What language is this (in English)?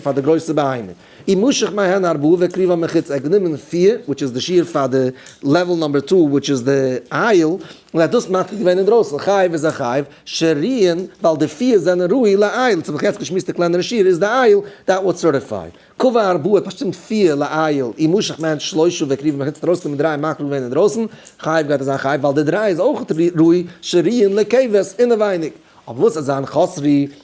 Yiddish